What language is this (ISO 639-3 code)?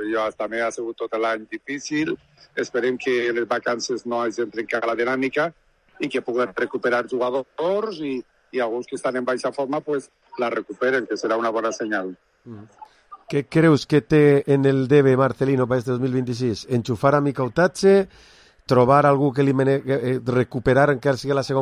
cat